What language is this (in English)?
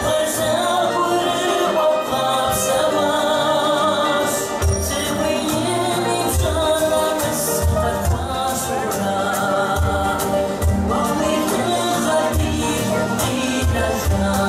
Kabardian